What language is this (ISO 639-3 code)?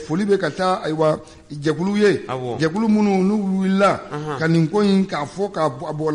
bam